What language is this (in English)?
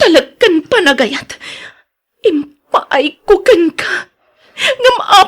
Iloko